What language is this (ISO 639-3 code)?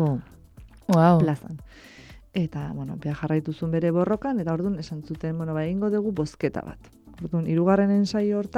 eus